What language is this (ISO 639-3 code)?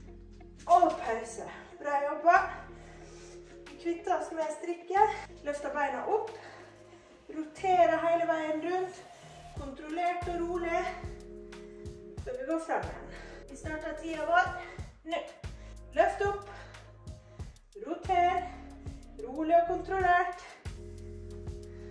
nor